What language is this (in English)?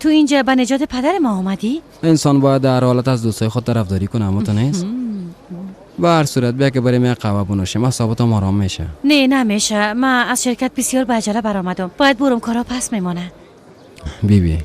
Persian